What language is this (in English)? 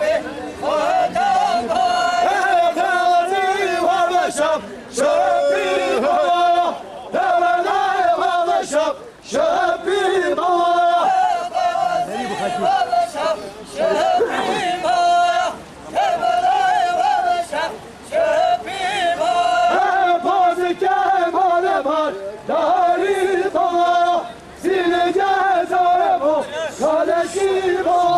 Kurdish